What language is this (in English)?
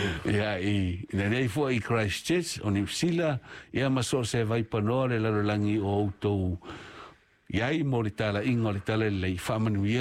Samoan